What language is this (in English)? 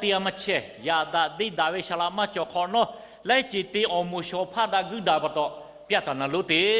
Lahu